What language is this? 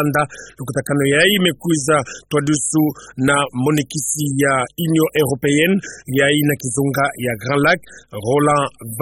Kituba (Democratic Republic of Congo)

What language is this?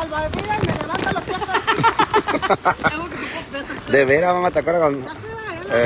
Spanish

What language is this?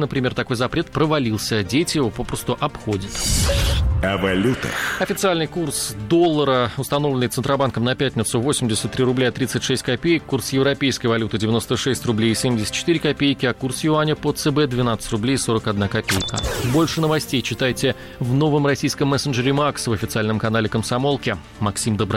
Russian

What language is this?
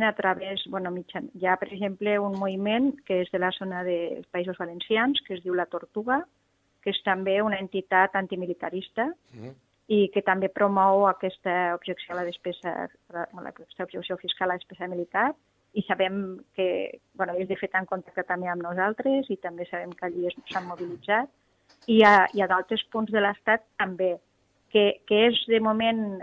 Catalan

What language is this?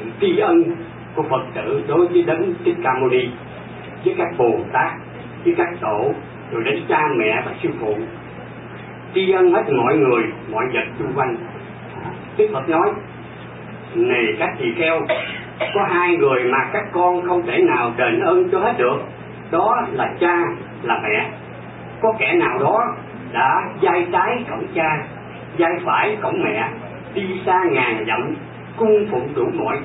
Vietnamese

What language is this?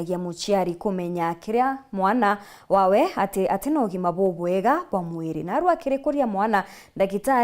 Meru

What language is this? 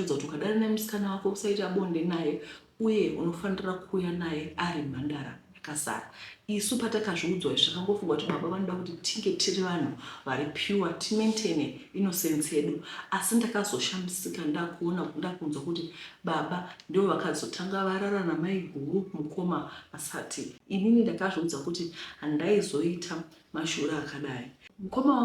Shona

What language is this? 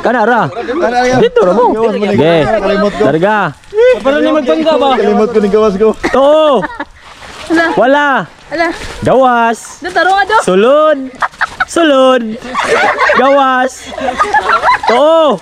Cebuano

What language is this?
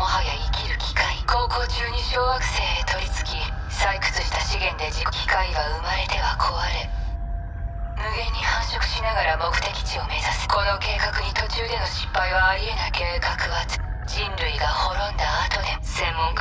Japanese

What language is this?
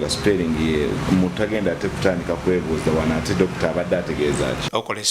Soga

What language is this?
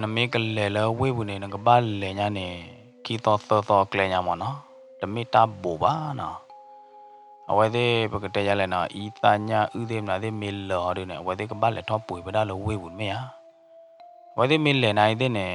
S'gaw Karen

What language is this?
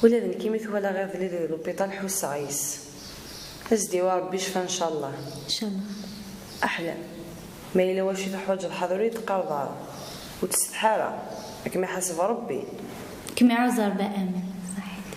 Kabyle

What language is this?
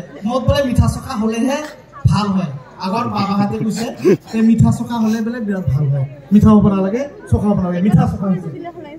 Assamese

